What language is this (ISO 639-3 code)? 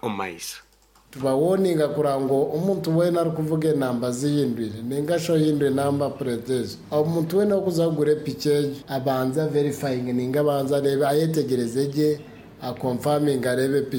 nyn